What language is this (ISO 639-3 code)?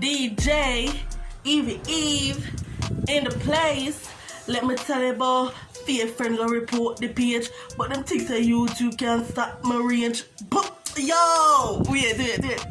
jam